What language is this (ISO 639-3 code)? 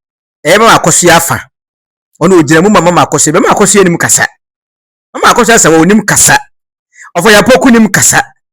aka